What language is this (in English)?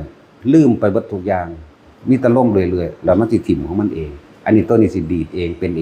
Northeastern Thai